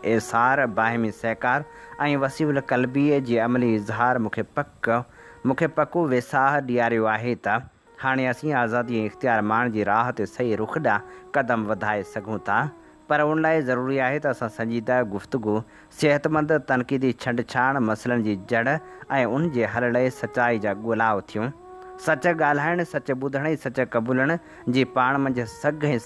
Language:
Sindhi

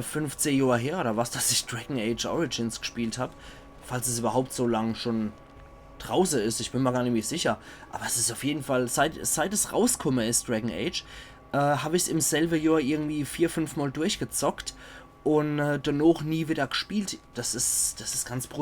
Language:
Palatine German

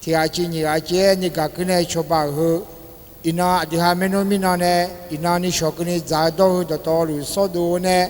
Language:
Akha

